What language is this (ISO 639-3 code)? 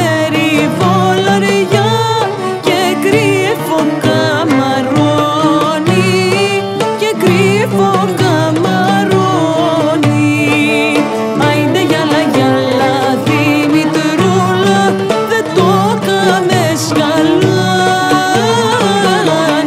ell